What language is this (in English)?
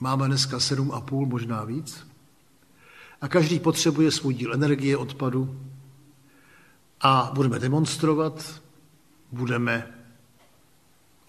Czech